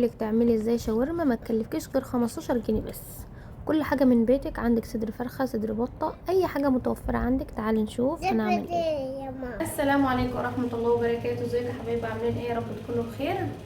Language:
Egyptian Arabic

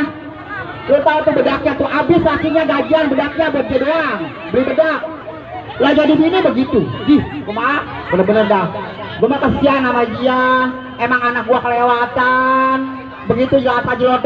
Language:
Betawi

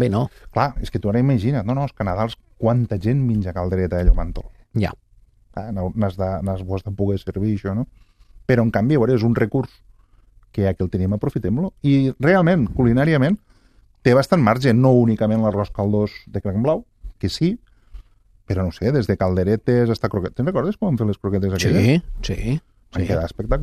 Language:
Catalan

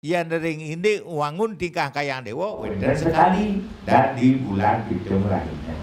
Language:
Balinese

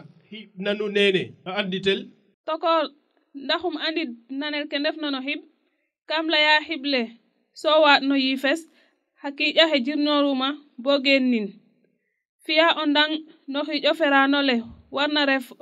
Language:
Serer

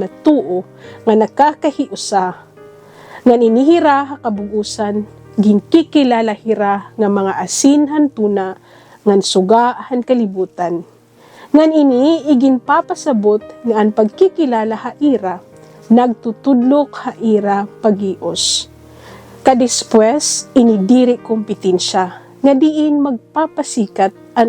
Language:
Waray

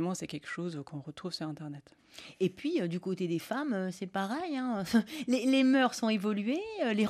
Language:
French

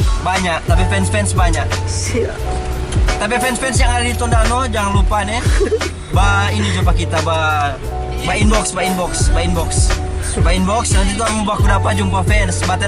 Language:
Manado Malay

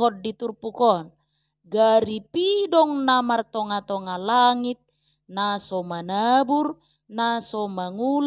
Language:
Batak Toba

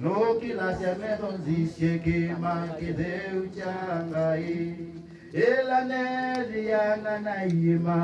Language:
Kamba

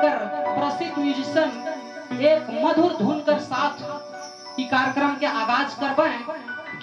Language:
Sadri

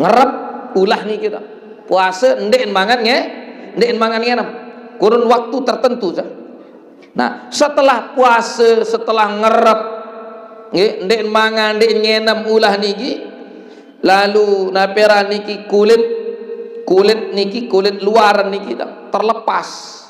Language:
Sasak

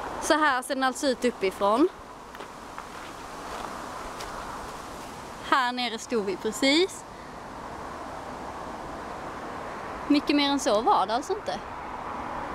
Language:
Swedish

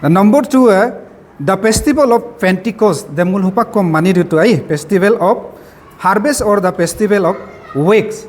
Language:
Adi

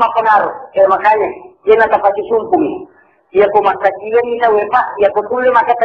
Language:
Buginese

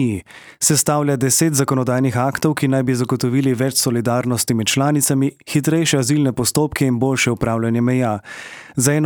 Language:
Slovenian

